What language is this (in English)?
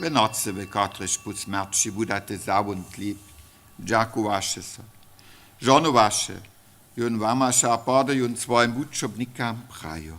Upper Sorbian